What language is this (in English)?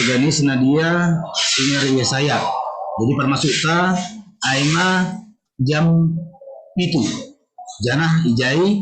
Batak Simalungun